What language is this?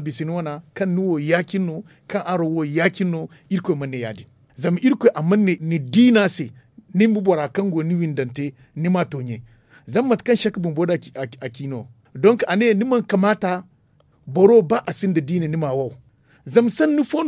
Zarma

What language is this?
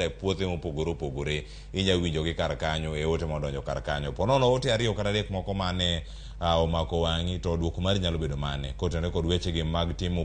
Luo (Kenya and Tanzania)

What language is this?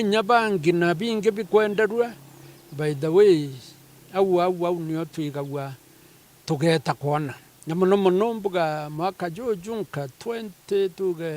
Meru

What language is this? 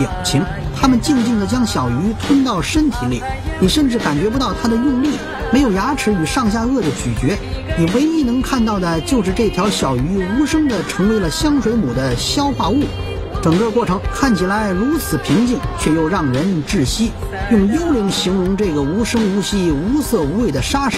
Chinese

